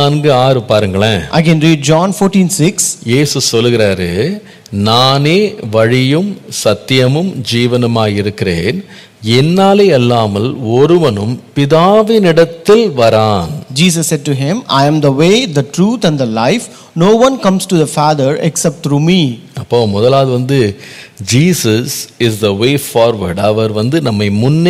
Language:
Tamil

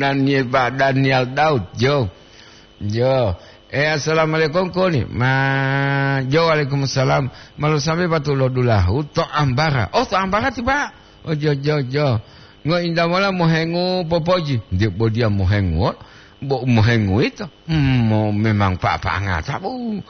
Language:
Gorontalo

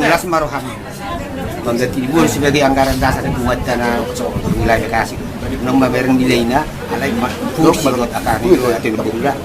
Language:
Batak Toba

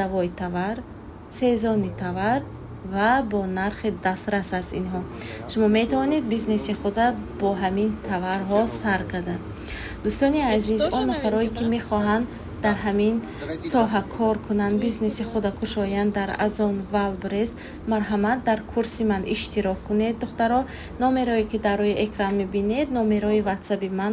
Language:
Tajik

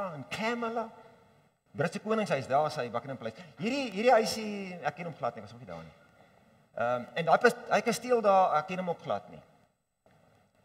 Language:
Afrikaans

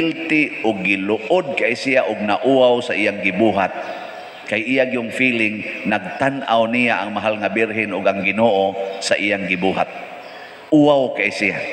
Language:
Cebuano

